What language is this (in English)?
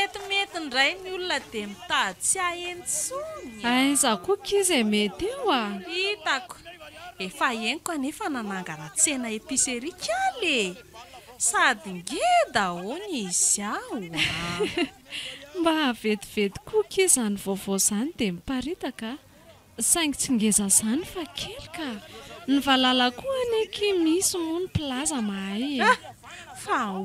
Malagasy